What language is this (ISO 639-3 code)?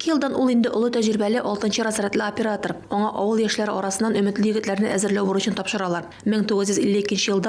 tat